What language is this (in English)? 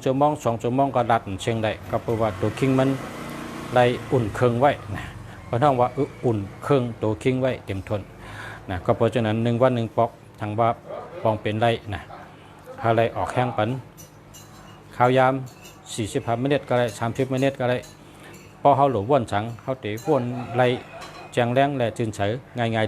Shan